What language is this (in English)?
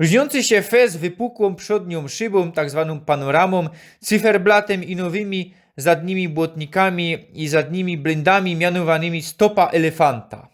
Silesian